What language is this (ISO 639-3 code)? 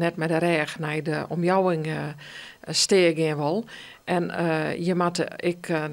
fry